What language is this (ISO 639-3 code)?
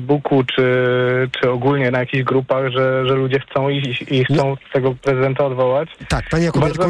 pol